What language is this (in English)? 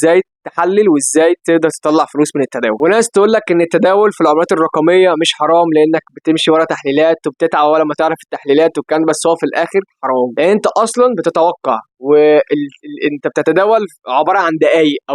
Egyptian Arabic